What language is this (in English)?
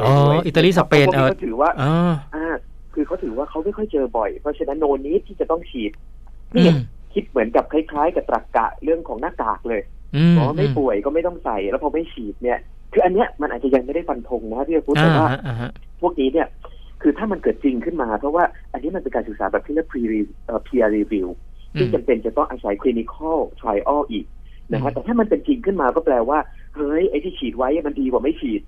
Thai